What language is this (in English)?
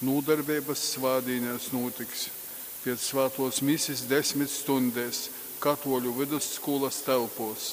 Latgalian